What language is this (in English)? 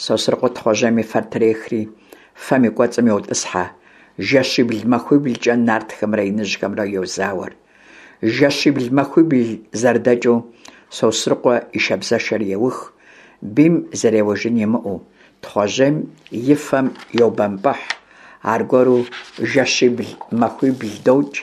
Kabardian